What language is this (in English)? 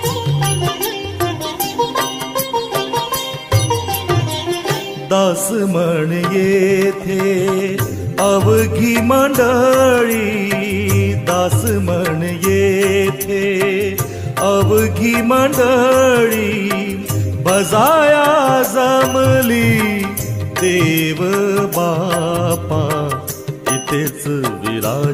Marathi